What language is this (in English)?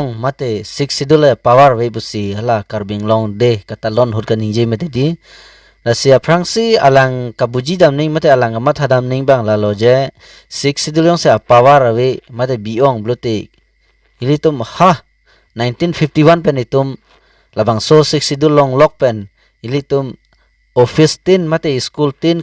Karbi